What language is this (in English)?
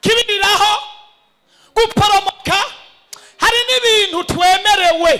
Rundi